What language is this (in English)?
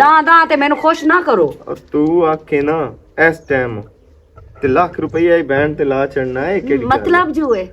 Western Panjabi